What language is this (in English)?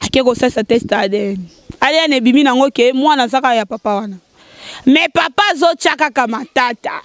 Lingala